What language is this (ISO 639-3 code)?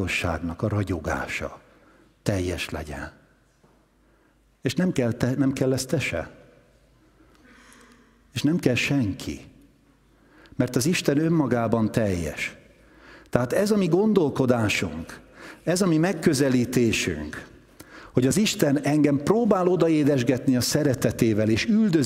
hun